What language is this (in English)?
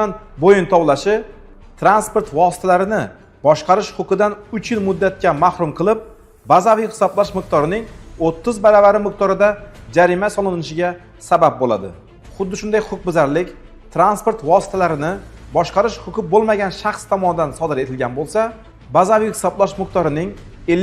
Uzbek